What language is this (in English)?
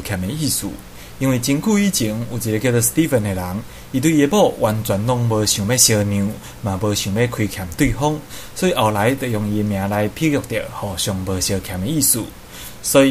Min Nan Chinese